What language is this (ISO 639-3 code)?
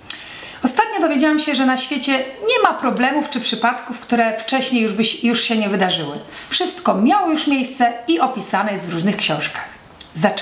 pol